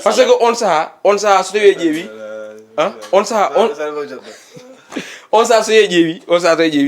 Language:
Fula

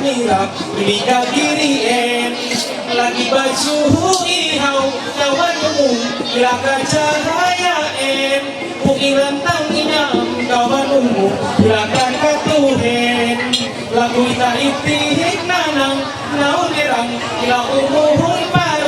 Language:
Ma'anyan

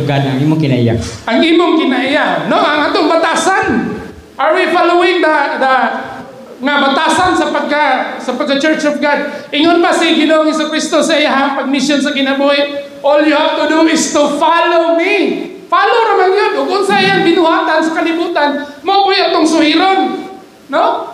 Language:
Cebuano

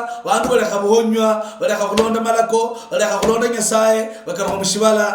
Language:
Luyia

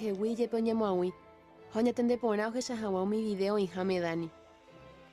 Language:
Guarani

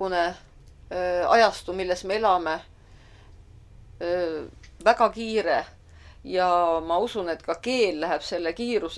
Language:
Estonian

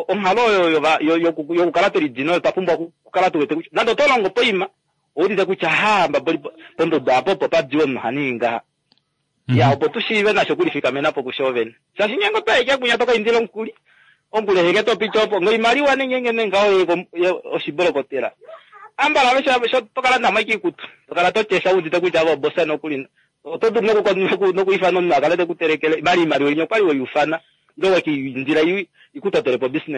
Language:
Kuanyama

